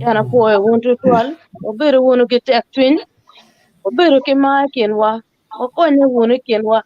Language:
Acoli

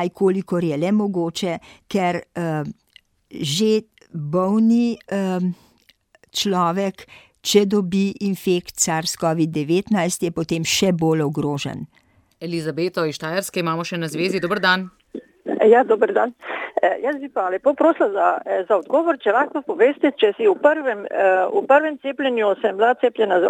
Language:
Slovenian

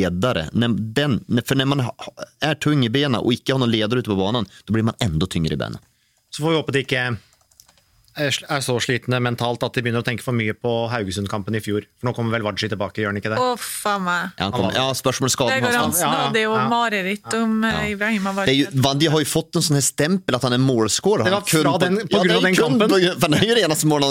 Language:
Norwegian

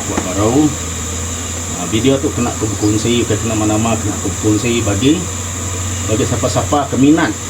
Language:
Iban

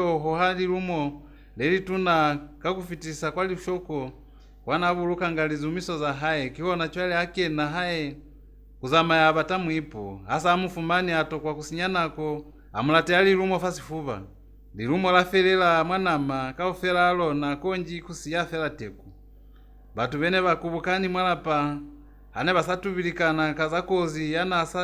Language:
Lozi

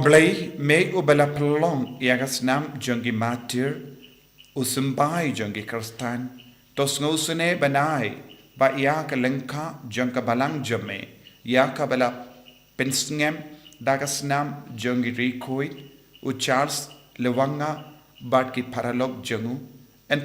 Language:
Khasi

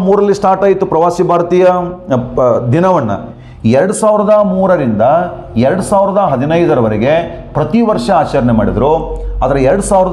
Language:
Kannada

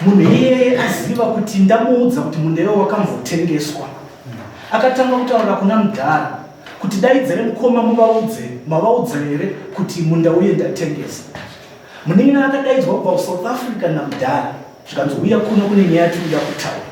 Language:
Shona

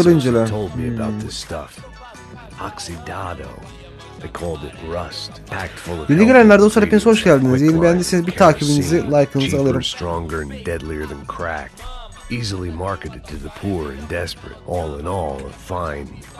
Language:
Turkish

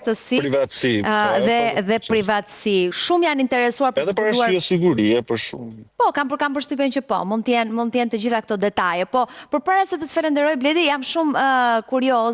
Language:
Albanian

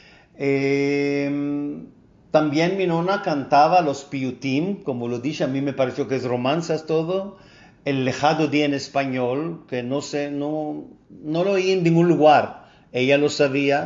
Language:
Ladino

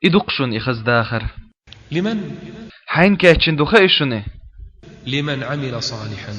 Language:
Chechen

